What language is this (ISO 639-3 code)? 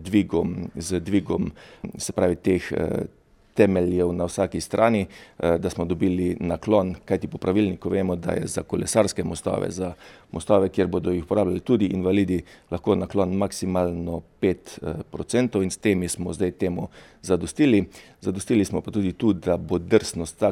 slv